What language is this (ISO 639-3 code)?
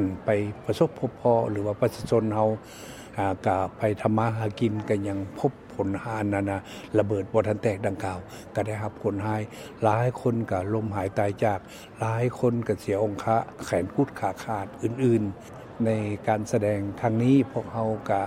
lao